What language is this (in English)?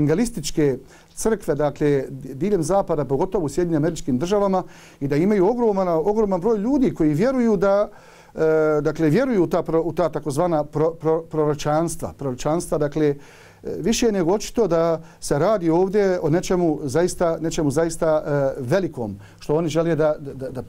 Bosnian